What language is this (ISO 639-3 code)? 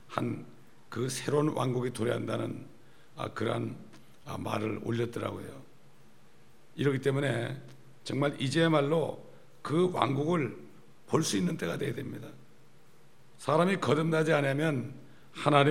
kor